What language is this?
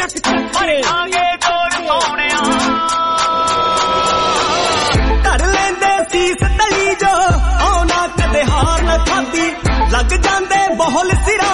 Punjabi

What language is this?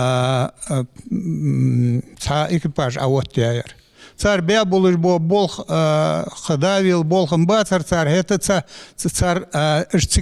Ingush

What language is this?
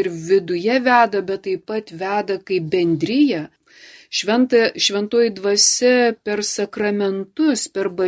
Lithuanian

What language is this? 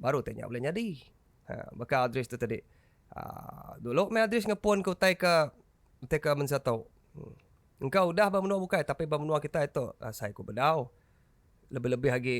Iban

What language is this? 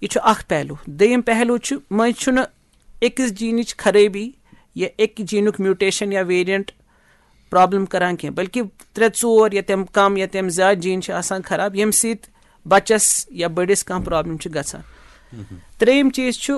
Kashmiri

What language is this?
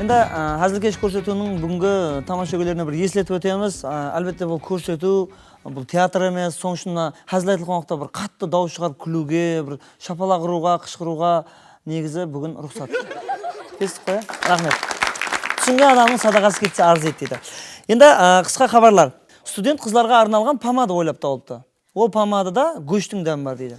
Kara-Kalpak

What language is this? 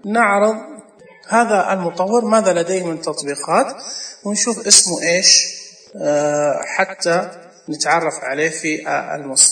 Najdi Arabic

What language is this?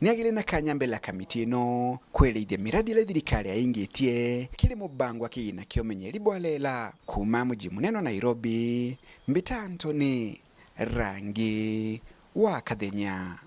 Meru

